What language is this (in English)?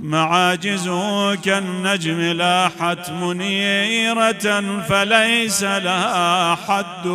Mesopotamian Arabic